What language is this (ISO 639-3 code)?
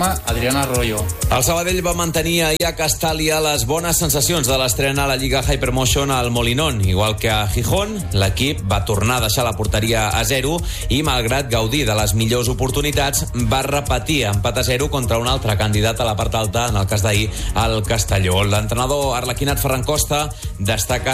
cat